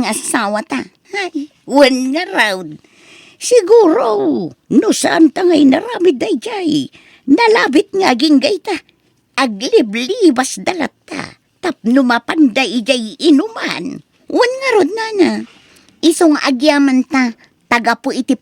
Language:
Iloko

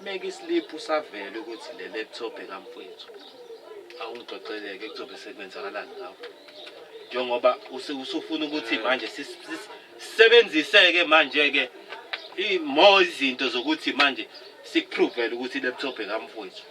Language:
Zulu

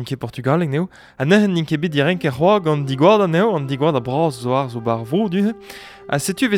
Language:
Breton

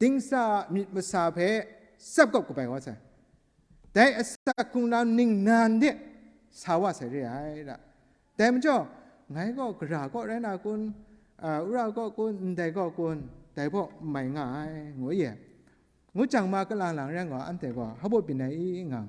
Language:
Kachin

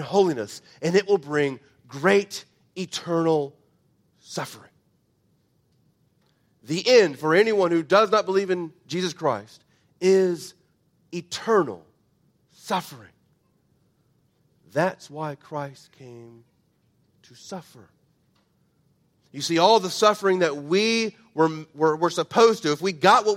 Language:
English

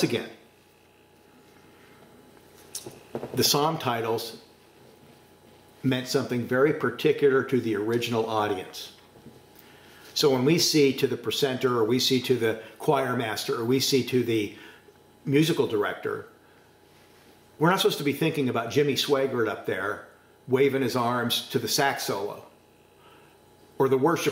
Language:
English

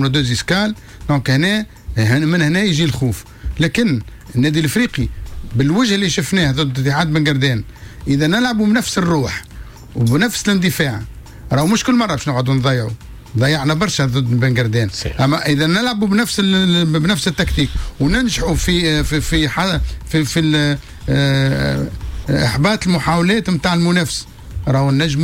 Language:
Tunisian Arabic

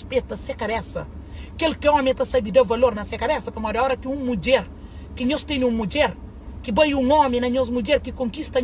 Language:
Kabuverdianu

